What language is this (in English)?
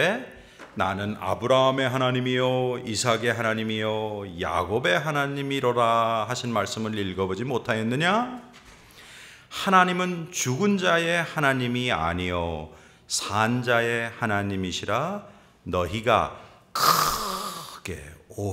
Korean